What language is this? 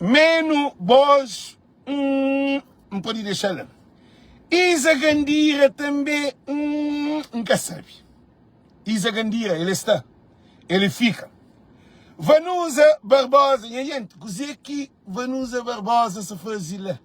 Kabuverdianu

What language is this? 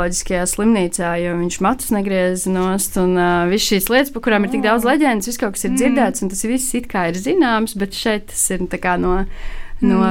Latvian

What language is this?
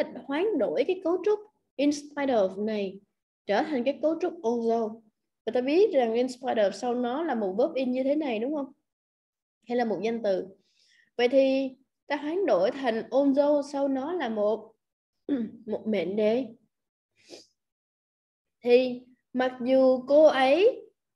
Vietnamese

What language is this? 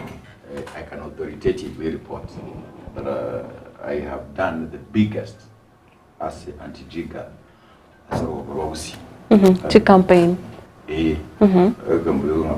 Gusii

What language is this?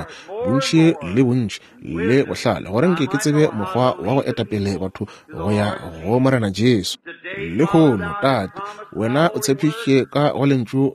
Northern Sotho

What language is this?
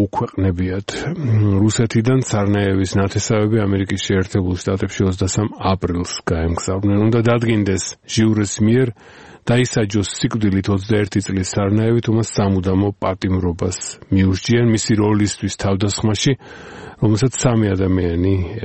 Georgian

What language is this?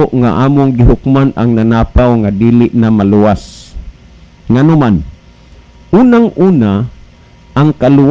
Cebuano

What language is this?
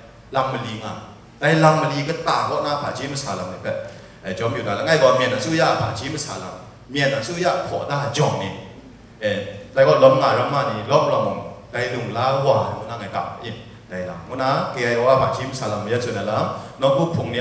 Kachin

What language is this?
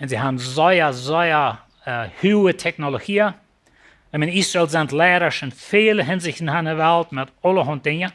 Plautdietsch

